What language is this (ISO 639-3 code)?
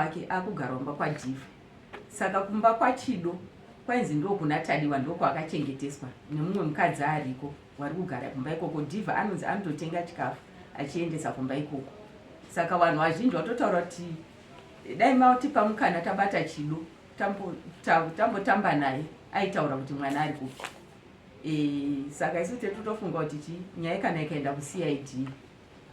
sna